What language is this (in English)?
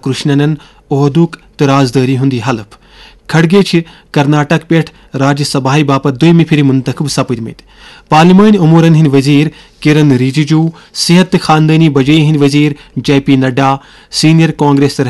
Kashmiri